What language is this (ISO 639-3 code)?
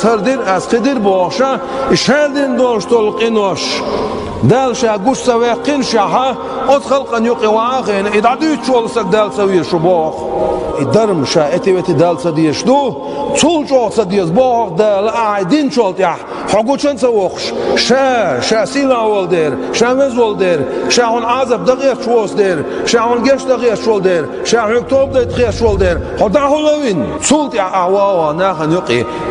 che